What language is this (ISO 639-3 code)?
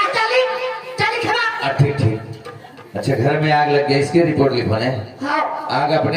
hne